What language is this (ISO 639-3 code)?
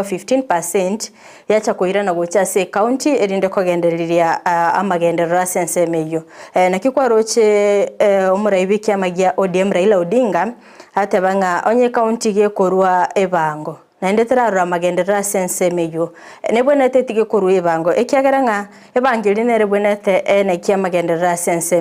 guz